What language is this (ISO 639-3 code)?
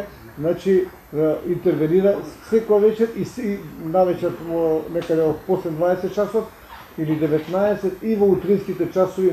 mkd